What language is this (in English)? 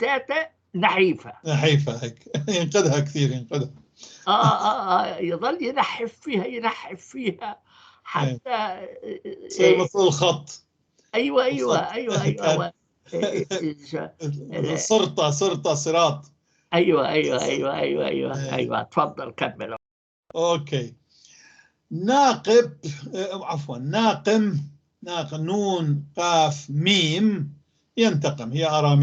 North Levantine Arabic